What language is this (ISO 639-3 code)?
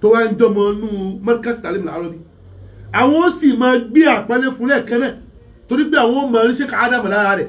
yor